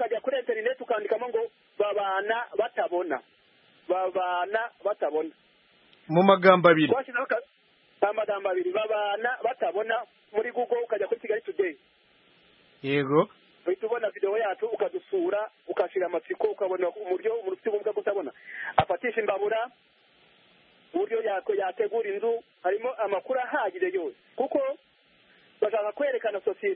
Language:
Kinyarwanda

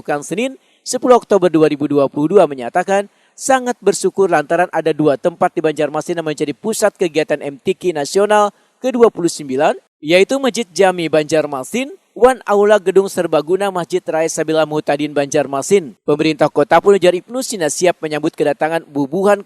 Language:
Banjar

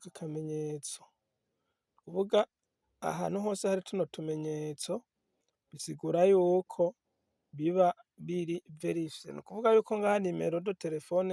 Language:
Rundi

